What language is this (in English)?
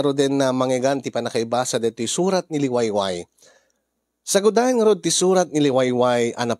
Iloko